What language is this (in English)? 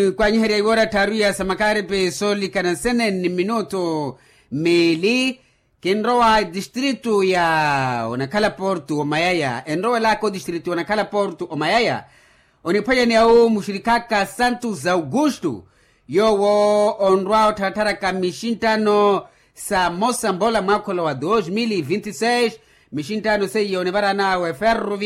Makhuwa